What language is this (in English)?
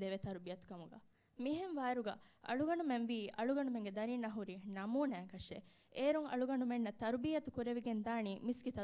Divehi